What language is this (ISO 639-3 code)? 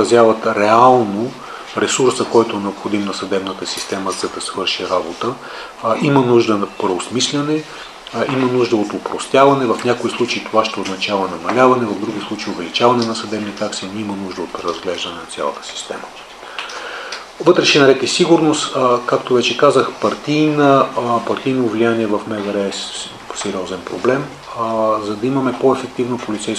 bul